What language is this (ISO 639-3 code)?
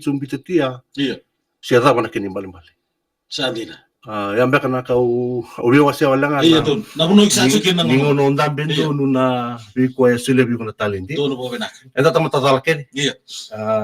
fij